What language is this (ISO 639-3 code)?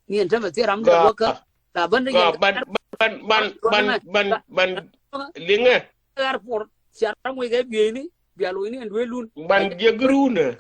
nus